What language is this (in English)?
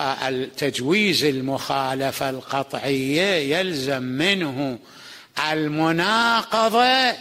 Mesopotamian Arabic